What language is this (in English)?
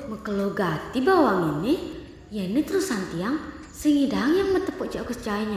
Balinese